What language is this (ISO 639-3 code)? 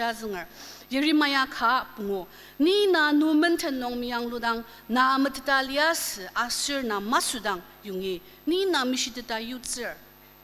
njo